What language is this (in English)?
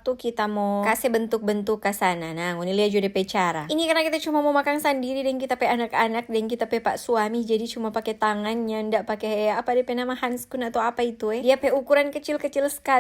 Manado Malay